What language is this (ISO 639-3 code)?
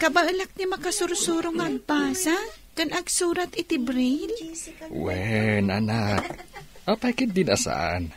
ilo